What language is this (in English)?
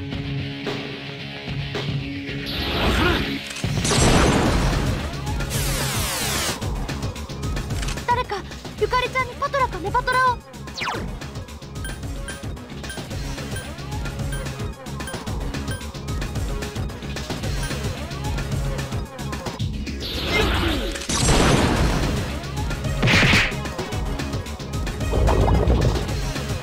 Japanese